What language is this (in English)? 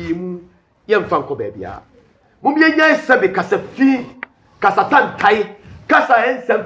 Akan